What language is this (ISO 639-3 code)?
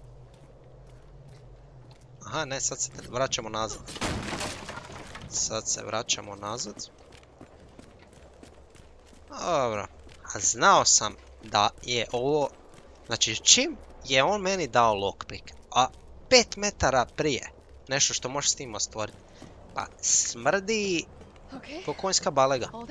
hrv